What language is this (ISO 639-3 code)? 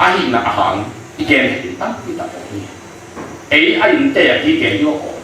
ctd